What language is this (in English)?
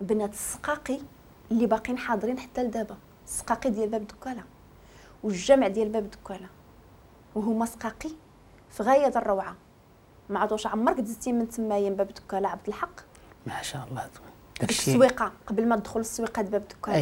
Moroccan Arabic